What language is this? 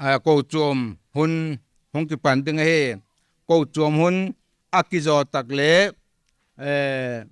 Paite Chin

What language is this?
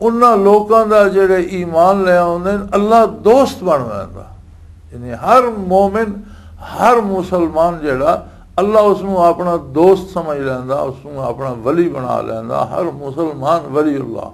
Western Panjabi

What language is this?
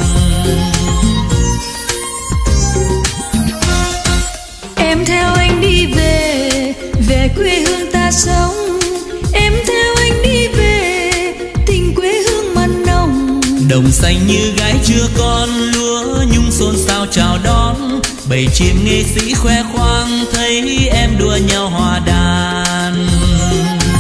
Vietnamese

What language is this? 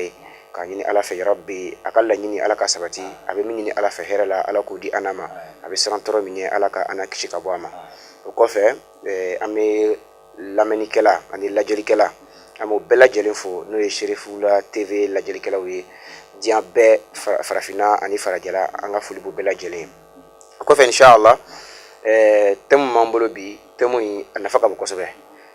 Bambara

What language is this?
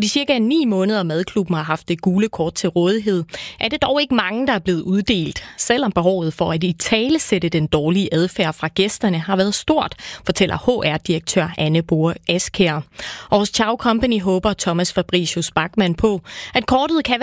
Danish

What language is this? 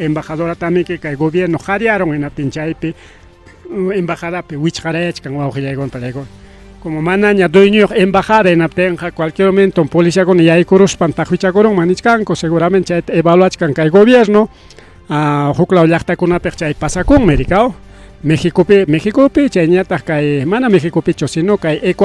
Ayacucho Quechua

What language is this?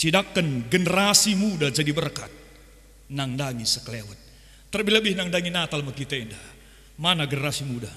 Batak Karo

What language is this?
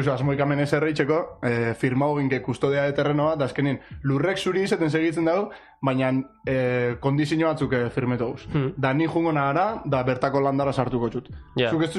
Basque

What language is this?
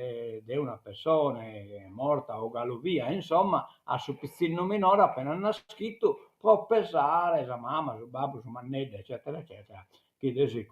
Sardinian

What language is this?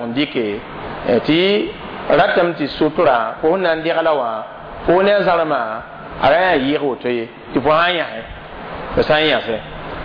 Mossi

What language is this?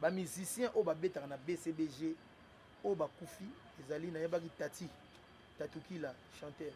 Lingala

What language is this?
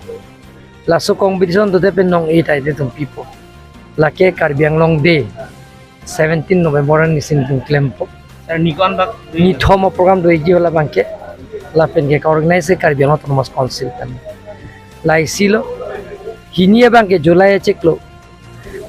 Karbi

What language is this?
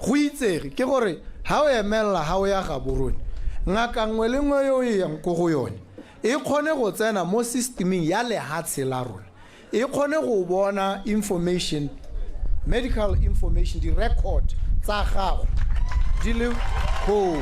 Tswana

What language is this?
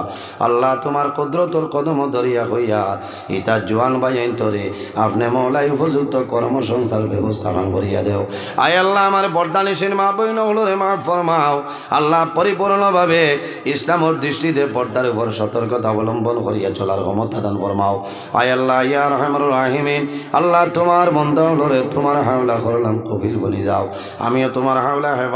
Sylheti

